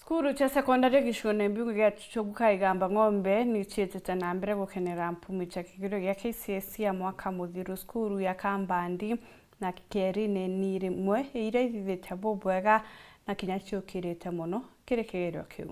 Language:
Meru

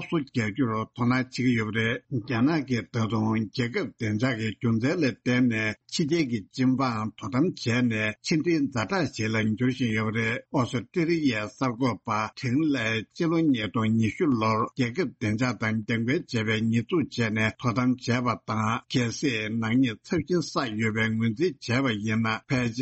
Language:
Tibetan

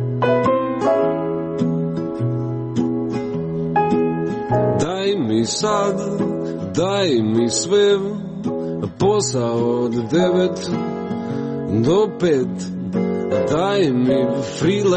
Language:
Croatian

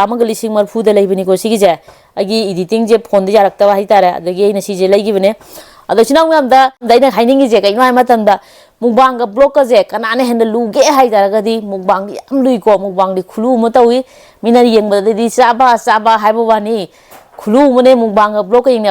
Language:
Manipuri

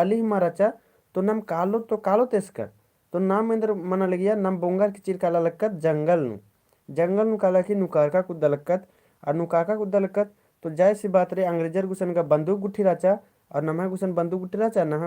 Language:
Kurukh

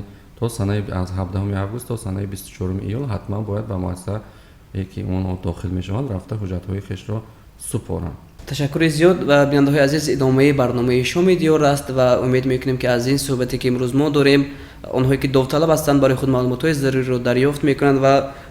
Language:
Tajik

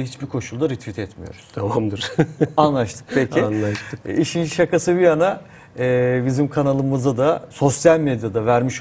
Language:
Turkish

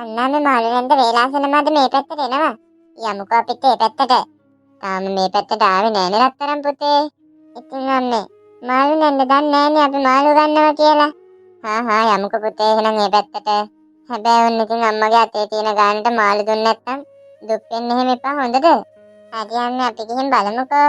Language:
Sinhala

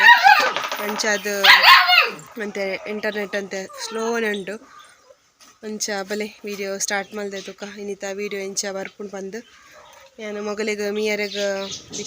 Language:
Tulu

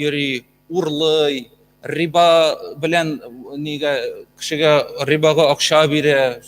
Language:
Tatar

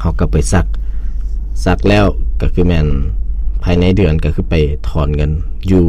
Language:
Lao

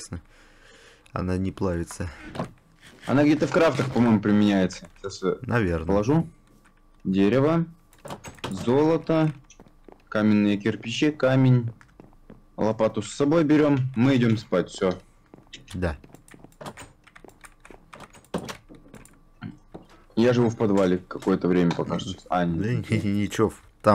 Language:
Russian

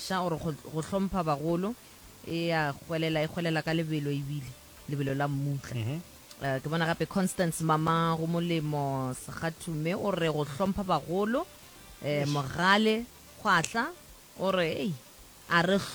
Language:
Northern Sotho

